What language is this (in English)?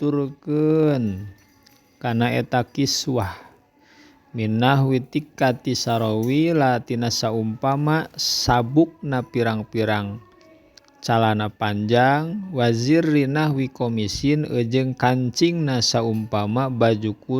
Sundanese